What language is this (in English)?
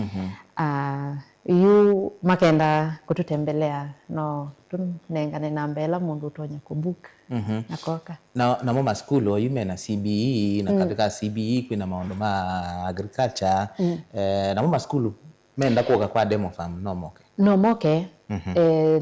Kamba